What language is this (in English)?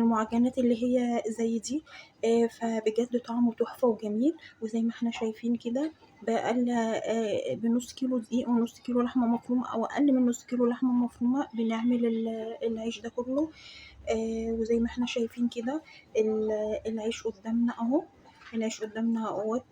Egyptian Arabic